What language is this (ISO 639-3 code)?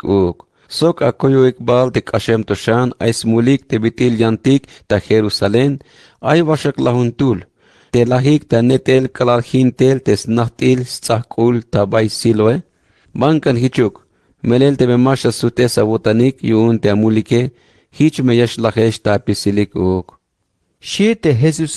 tzh